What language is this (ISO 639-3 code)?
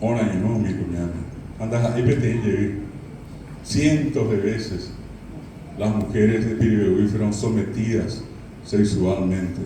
grn